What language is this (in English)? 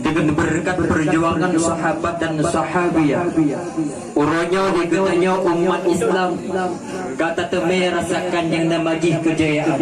Achinese